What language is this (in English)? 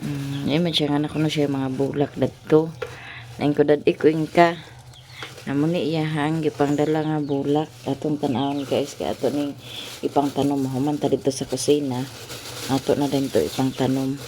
Cebuano